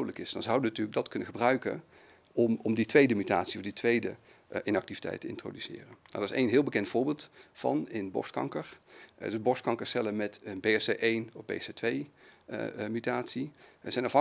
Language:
Dutch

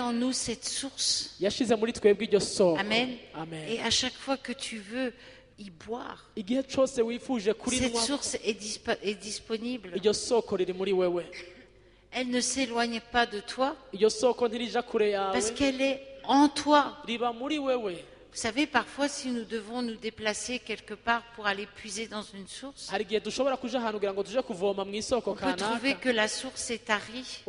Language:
Kinyarwanda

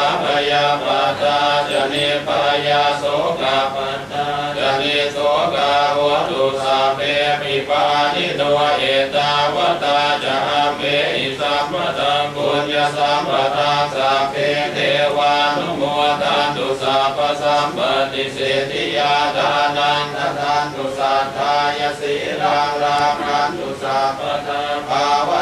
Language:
Pali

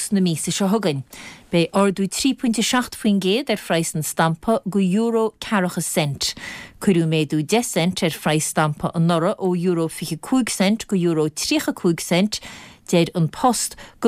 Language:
Irish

